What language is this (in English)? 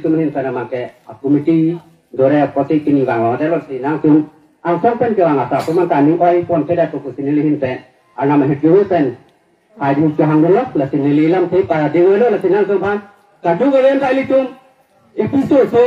Karbi